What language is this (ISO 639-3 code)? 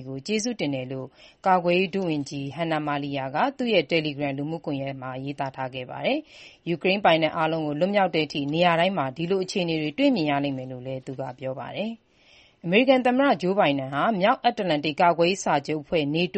mya